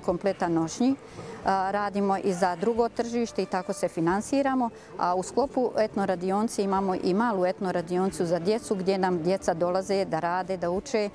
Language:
Bosnian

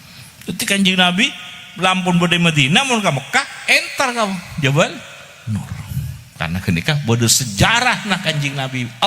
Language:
Madurese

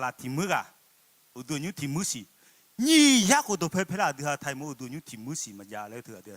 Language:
Akha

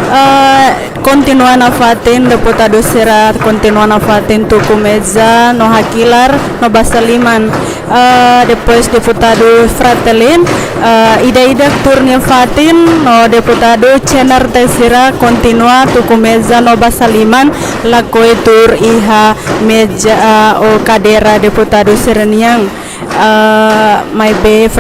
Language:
Tetum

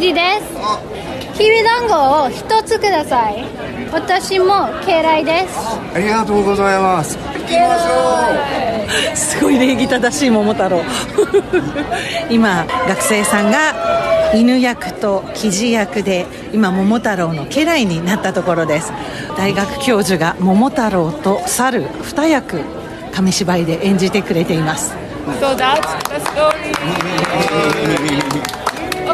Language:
Japanese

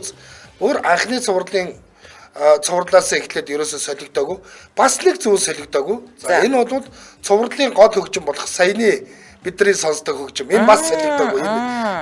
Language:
Mongolian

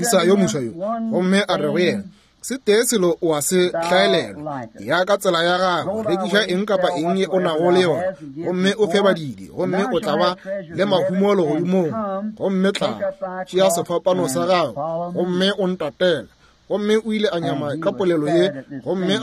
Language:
Northern Sotho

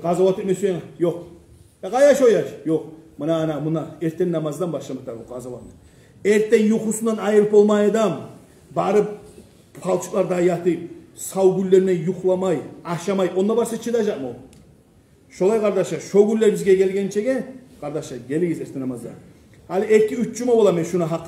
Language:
Kumyk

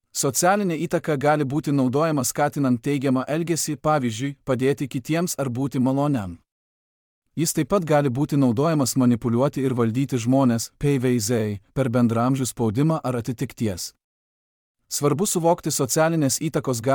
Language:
Lithuanian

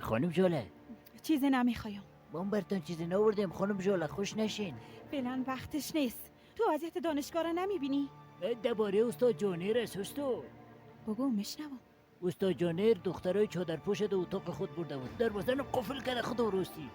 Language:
Persian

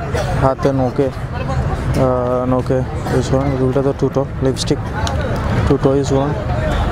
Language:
Sylheti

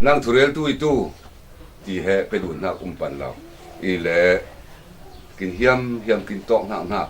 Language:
Falam Chin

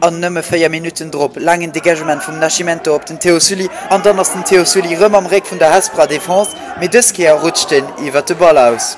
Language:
Luxembourgish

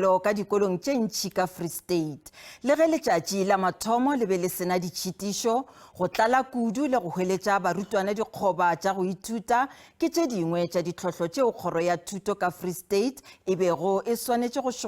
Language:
Northern Sotho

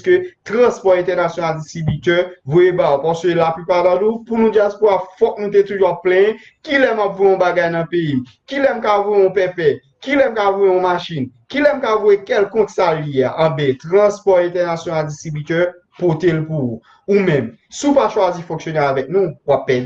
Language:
Haitian Creole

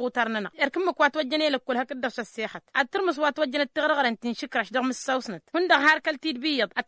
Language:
Tamasheq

